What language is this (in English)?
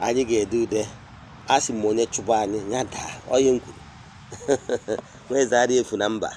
Igbo